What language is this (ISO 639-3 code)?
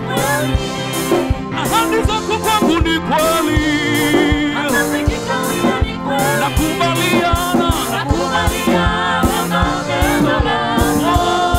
swa